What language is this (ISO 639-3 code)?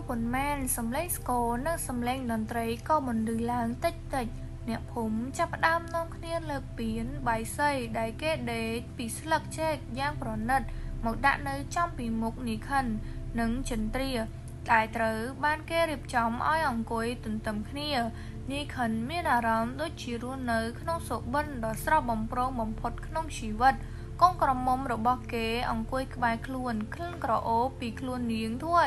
khm